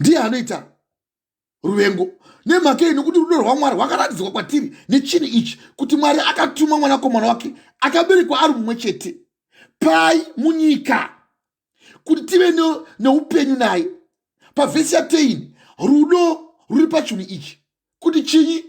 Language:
Shona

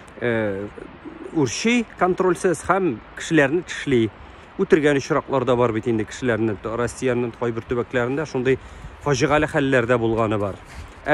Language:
Tatar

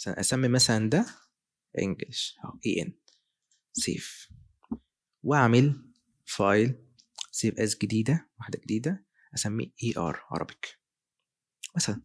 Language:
Egyptian Arabic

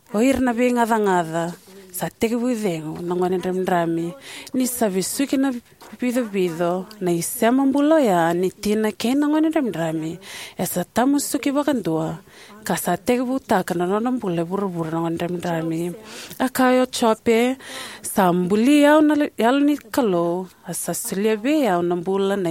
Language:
Fijian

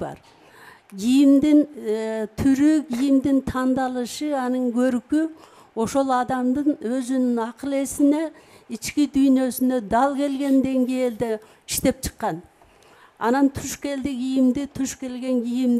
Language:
Kyrgyz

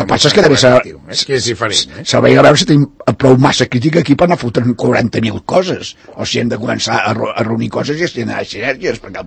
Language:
Catalan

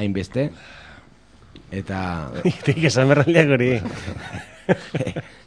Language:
Basque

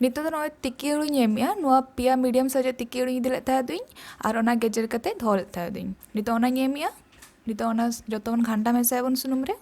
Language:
Santali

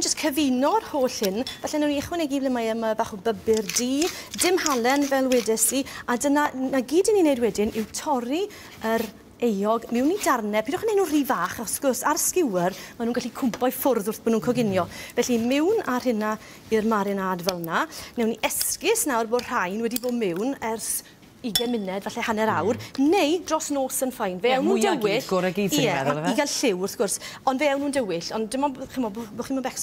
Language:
Welsh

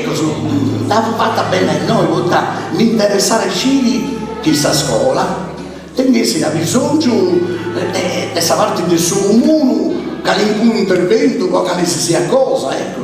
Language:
Sardinian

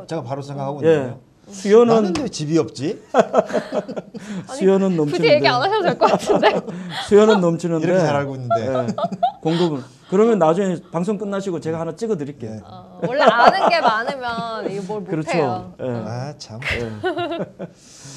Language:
Korean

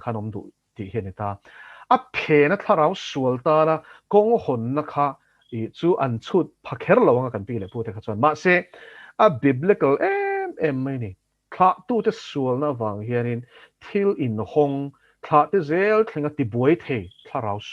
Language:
Mizo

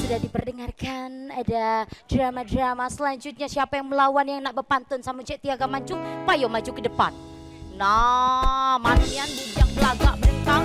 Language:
Musi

